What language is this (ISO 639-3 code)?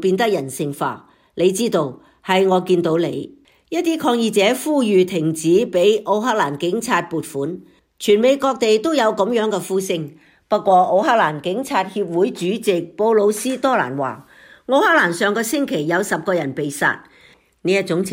yue